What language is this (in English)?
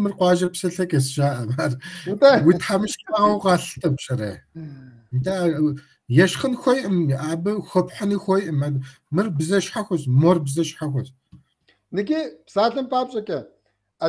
Kabardian